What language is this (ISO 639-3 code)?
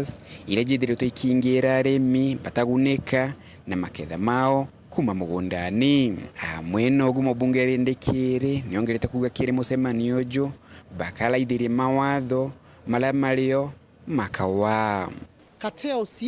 mer